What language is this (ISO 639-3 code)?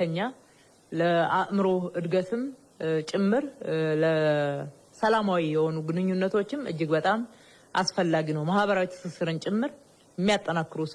amh